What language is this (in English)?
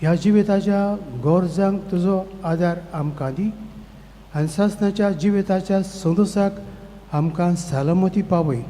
Konkani